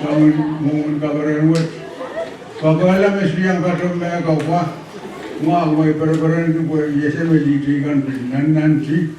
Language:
Pohnpeian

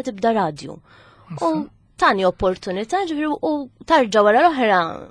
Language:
Maltese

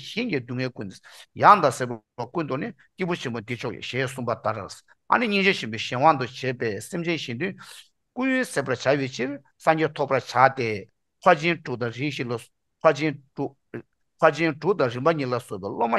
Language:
Tibetan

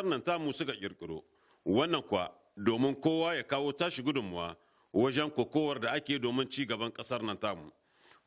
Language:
Hausa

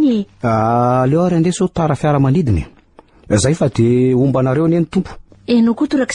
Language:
Malagasy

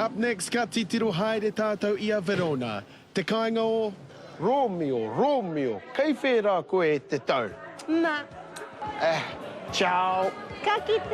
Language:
Māori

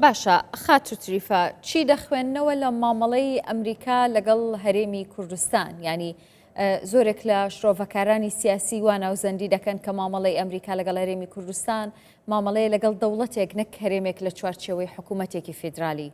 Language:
Central Kurdish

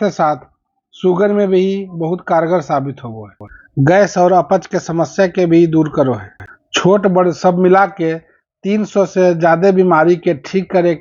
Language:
Magahi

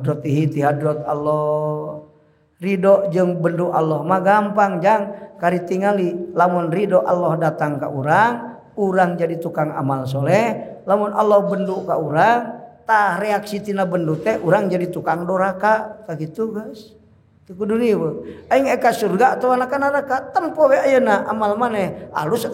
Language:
Sundanese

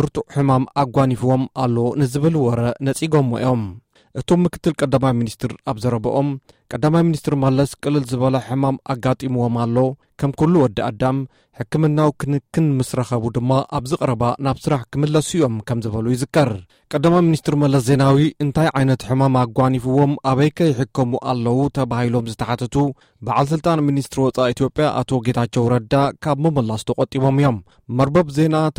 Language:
Tigrinya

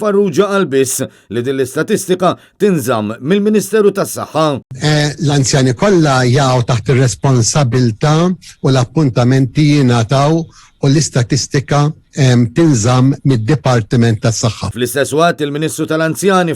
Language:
Maltese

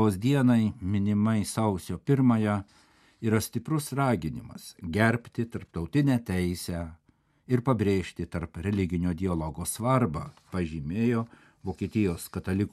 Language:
Lithuanian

